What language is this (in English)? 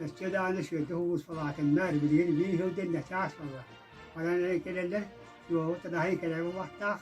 Yakut